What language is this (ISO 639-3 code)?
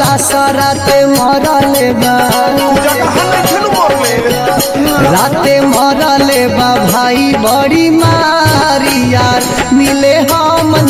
bho